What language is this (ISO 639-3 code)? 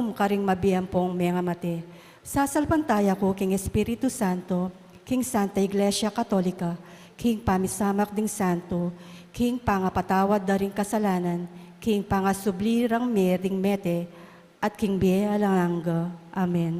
pam